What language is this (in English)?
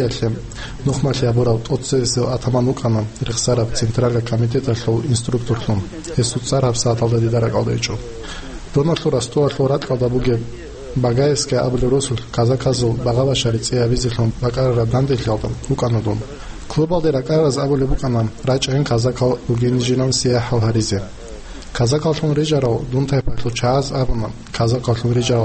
Avaric